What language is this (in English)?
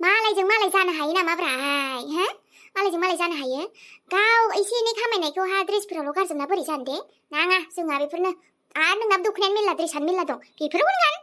Bodo